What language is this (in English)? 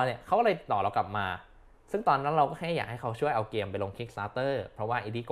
Thai